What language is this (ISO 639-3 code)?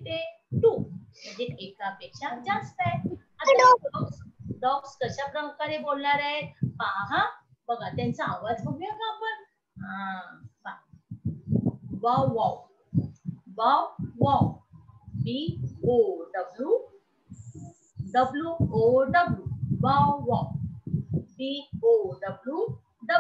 mar